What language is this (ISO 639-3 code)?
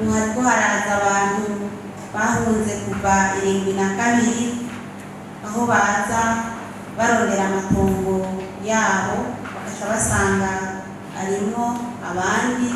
run